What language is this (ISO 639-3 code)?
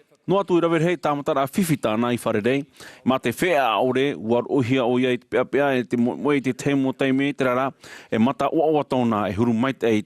tah